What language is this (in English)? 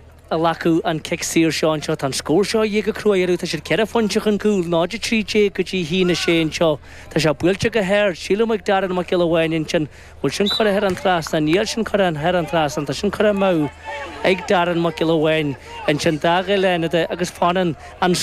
Irish